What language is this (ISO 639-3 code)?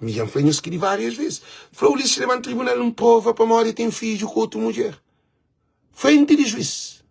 kea